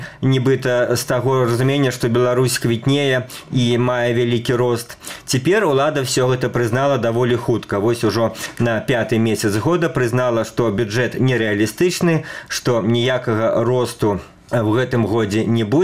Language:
Belarusian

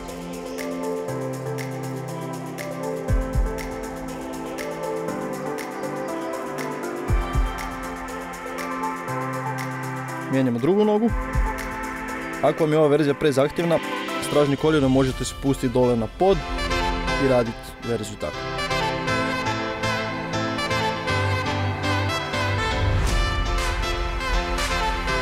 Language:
Croatian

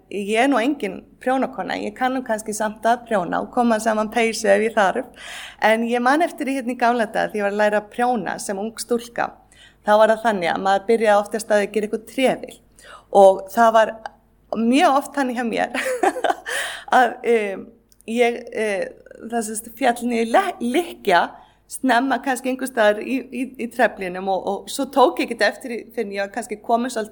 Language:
Icelandic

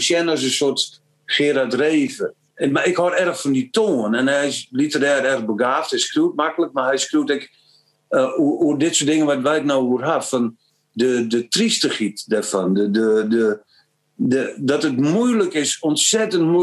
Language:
Western Frisian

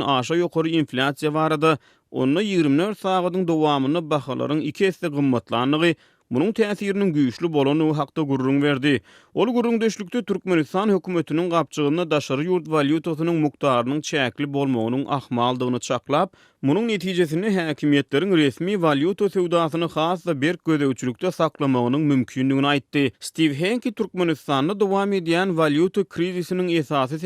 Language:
Turkmen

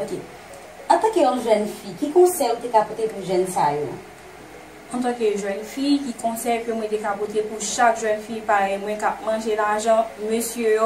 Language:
Haitian Creole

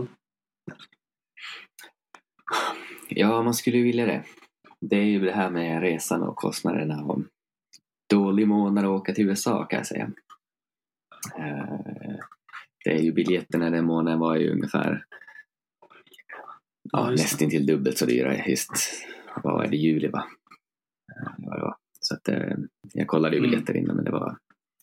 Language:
Swedish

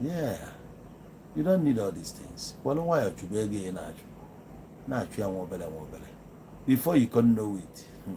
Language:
Igbo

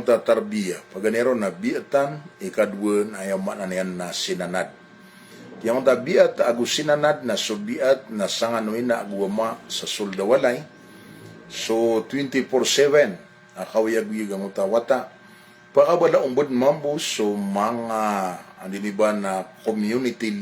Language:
Maranao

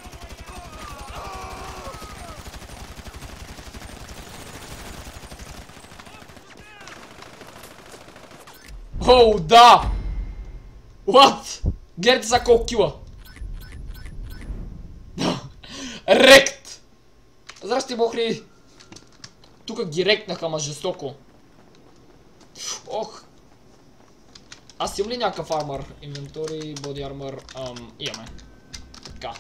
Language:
Bulgarian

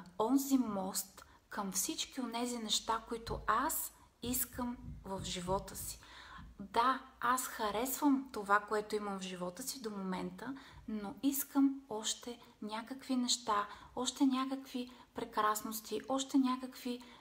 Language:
Bulgarian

